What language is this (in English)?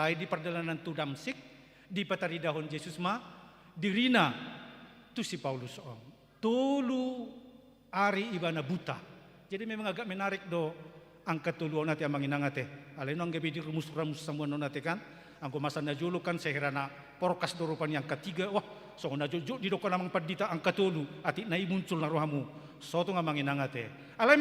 Batak Toba